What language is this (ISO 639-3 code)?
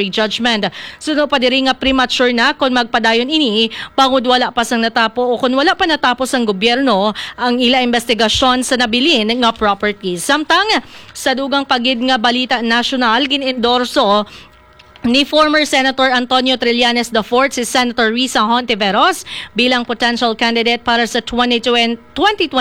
hil